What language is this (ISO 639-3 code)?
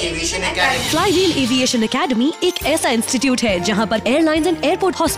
hin